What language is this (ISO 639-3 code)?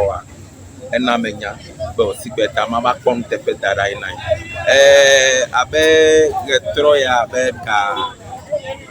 ewe